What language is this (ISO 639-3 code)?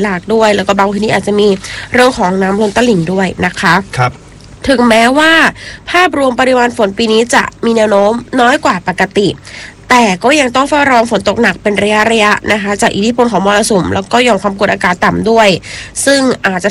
tha